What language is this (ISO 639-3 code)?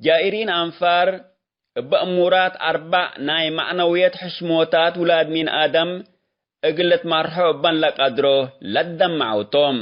tig